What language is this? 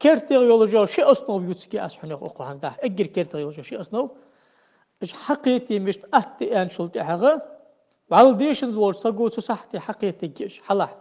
Ingush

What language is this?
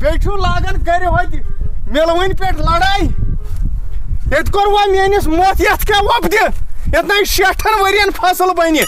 Kashmiri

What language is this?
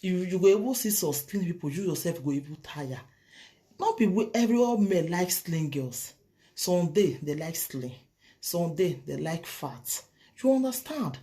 Nigerian Pidgin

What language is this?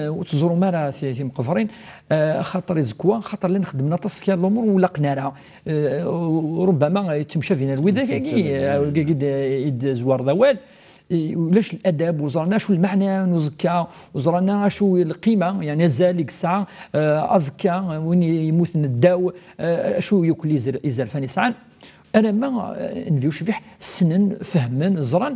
Kabyle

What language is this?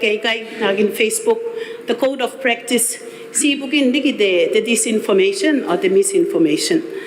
Gilbertese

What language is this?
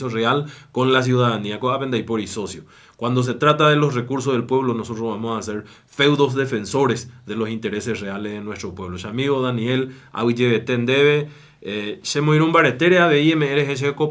Guarani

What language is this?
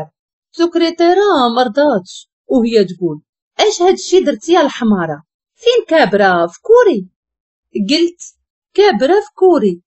Moroccan Arabic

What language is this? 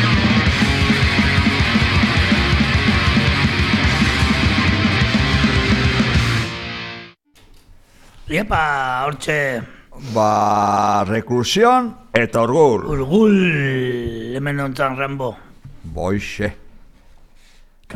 Basque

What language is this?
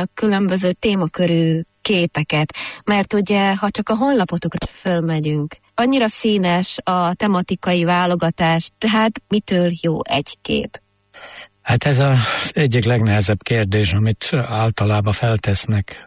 Hungarian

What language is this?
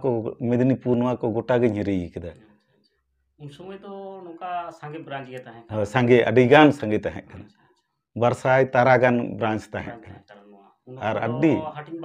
Santali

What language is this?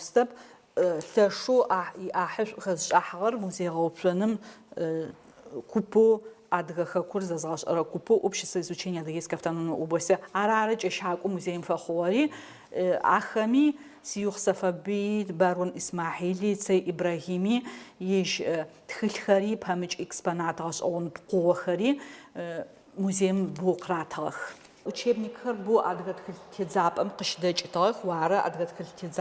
Adyghe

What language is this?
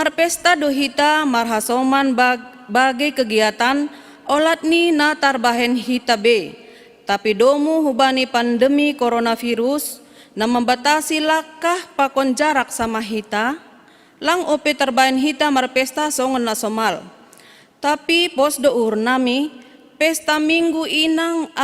Batak Simalungun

